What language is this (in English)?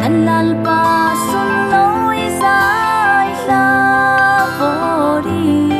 Falam Chin